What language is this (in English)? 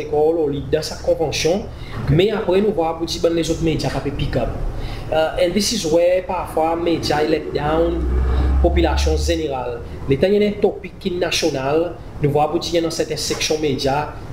Seselwa Creole French